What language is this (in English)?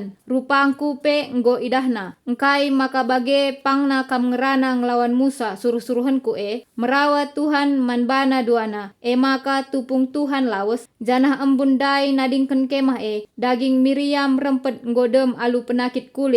Batak Karo